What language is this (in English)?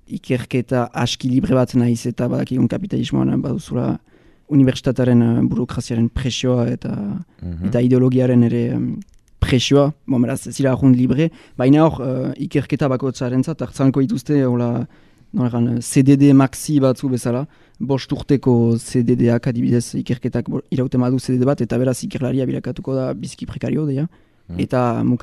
Basque